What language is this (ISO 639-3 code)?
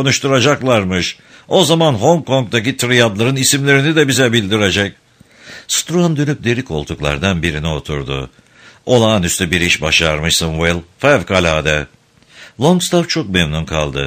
tur